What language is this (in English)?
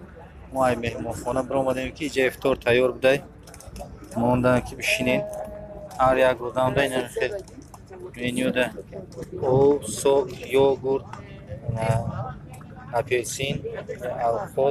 Tajik